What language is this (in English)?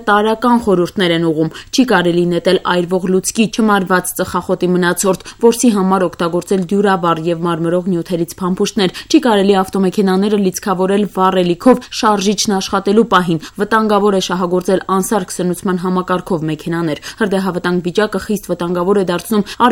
Armenian